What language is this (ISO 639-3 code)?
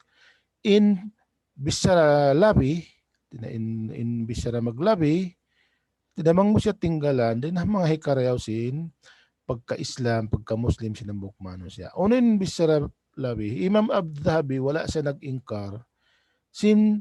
tsg